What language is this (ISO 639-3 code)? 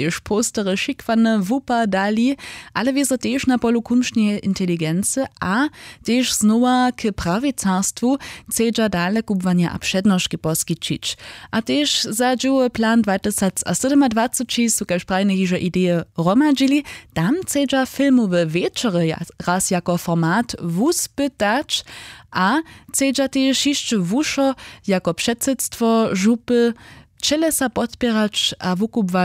hsb